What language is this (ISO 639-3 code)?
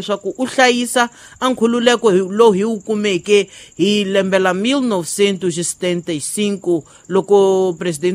tso